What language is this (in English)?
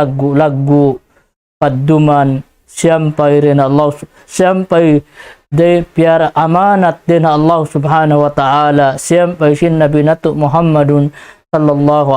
Tausug